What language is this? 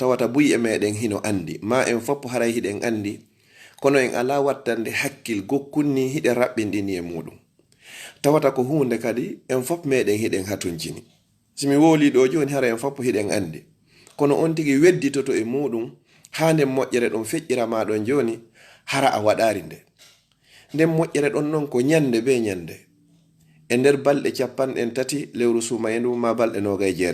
Fula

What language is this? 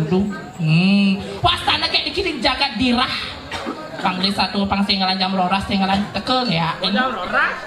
Balinese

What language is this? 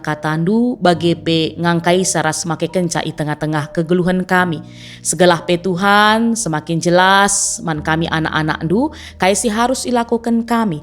Batak Karo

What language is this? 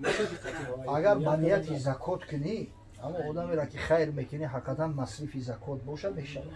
Tajik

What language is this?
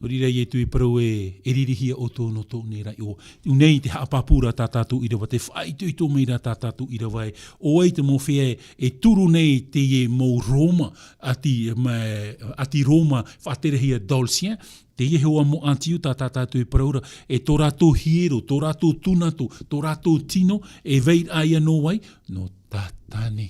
Tahitian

